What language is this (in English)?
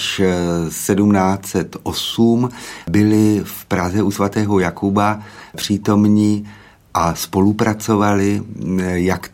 Czech